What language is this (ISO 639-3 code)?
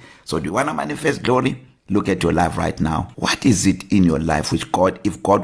eng